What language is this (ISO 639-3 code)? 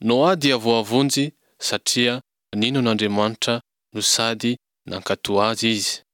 mlg